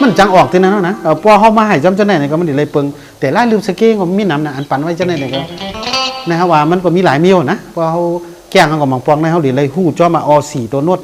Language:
Shan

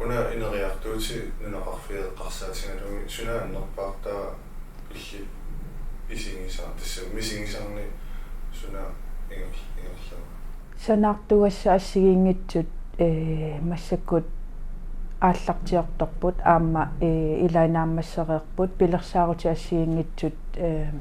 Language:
Kalaallisut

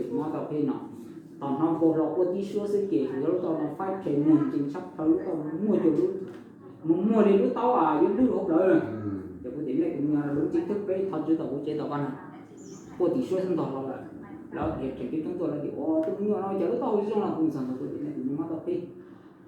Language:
Hmong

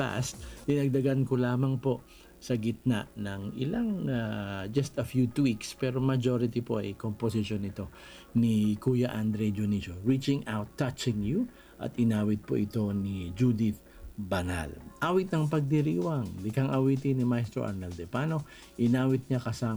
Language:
Filipino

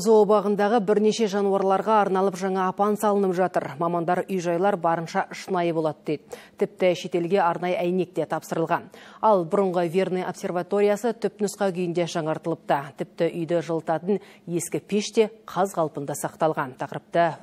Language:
Kazakh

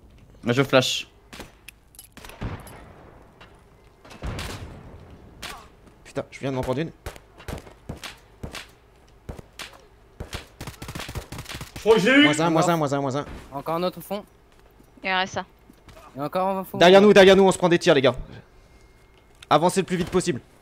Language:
French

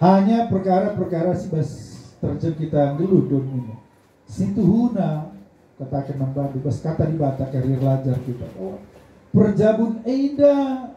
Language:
Batak Karo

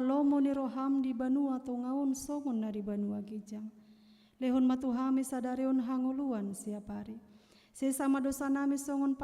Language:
Batak Toba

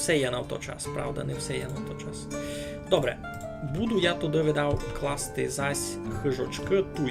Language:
Rusyn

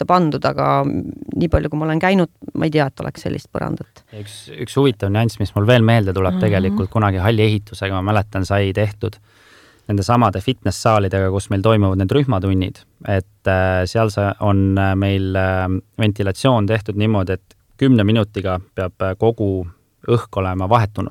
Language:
Estonian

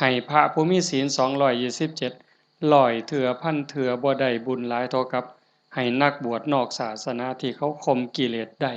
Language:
Northeastern Thai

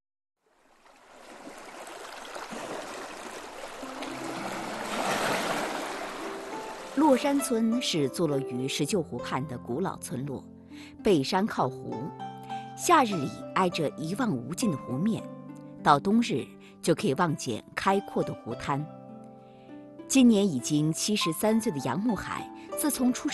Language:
Chinese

